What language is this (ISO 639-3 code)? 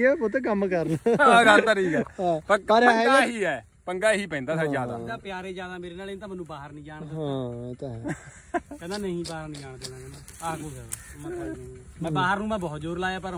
pan